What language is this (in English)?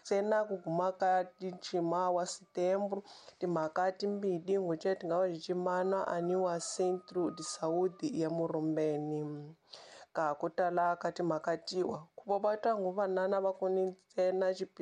Tsonga